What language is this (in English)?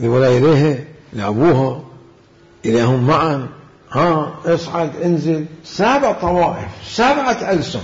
Mesopotamian Arabic